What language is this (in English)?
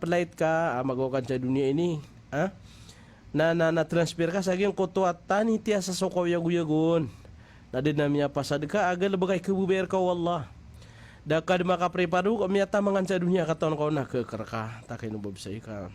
Maranao